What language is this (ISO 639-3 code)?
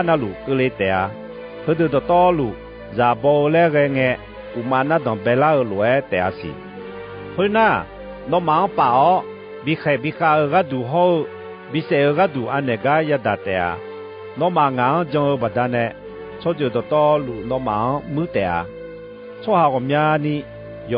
ahk